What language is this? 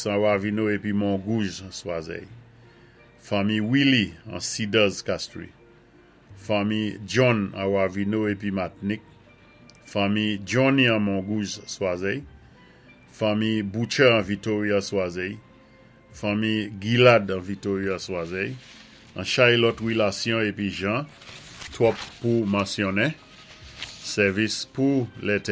Saint Lucian Creole French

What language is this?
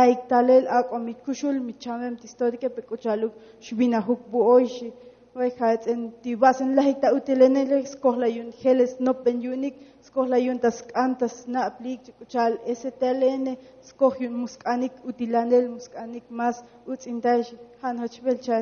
Tzotzil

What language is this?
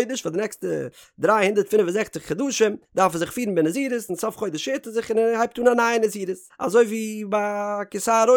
Yiddish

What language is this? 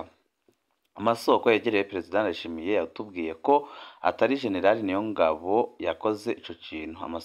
Rundi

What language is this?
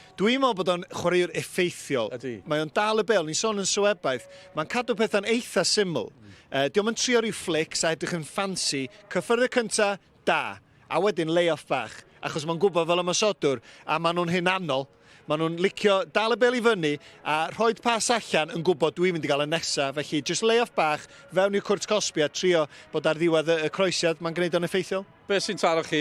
Welsh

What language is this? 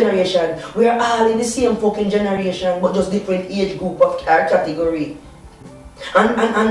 Jamaican Creole English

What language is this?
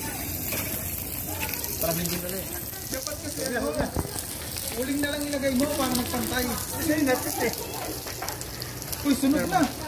Filipino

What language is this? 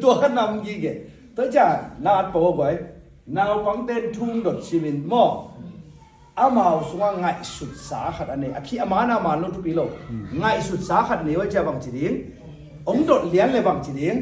Tedim Chin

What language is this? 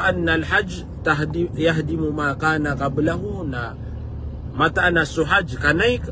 Maranao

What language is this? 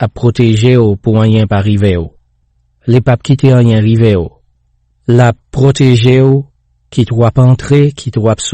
Haitian Creole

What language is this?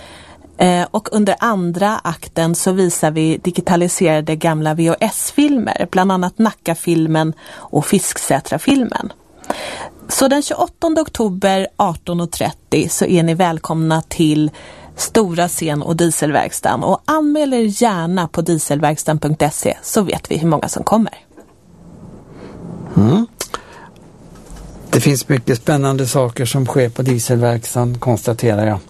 Swedish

